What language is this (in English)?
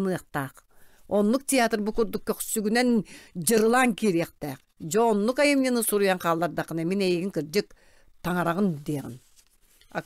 Yakut